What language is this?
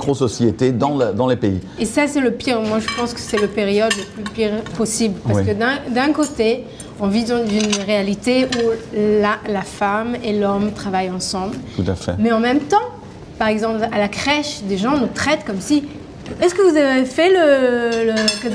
French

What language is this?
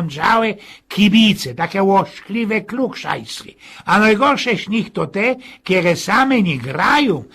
Silesian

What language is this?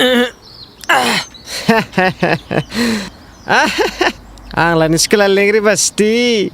Dimasa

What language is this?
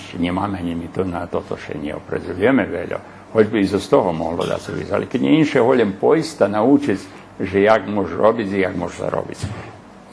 Rusyn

